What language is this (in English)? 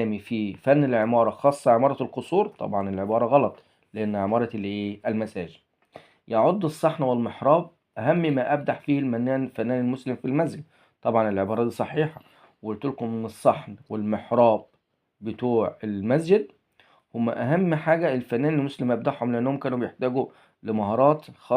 Egyptian Arabic